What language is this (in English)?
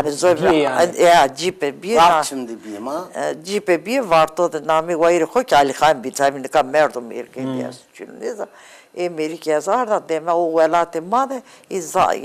Zaza